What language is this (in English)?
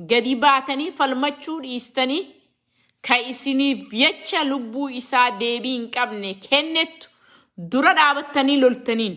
Oromo